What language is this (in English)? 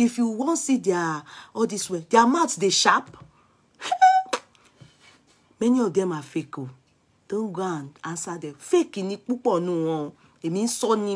Nigerian Pidgin